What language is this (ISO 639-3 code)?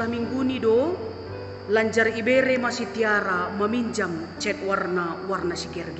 bts